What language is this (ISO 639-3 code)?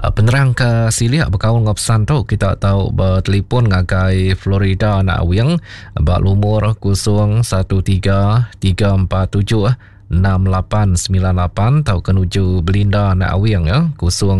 iba